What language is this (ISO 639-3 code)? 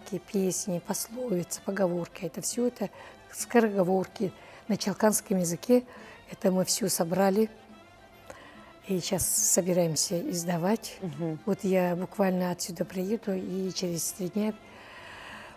rus